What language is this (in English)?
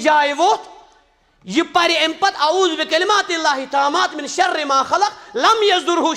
Kashmiri